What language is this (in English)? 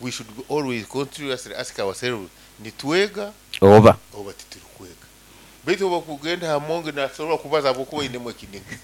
Nyoro